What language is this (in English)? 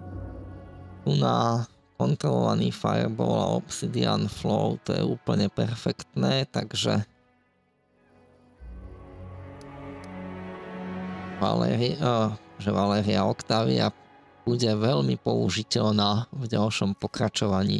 Slovak